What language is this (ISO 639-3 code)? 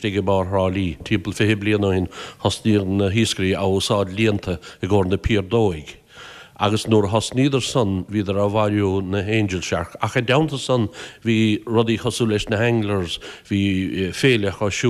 gle